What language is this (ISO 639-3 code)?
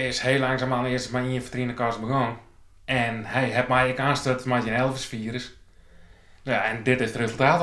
fry